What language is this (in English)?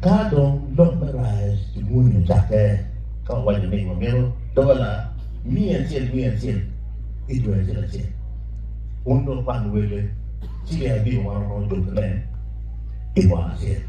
Acoli